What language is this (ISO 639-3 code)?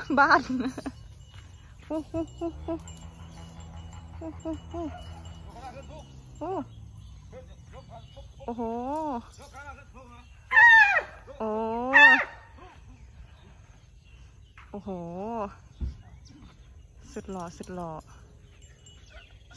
tha